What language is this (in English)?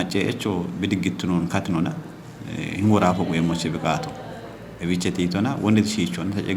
Kafa